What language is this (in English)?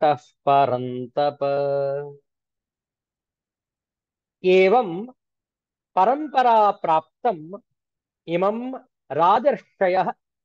Kannada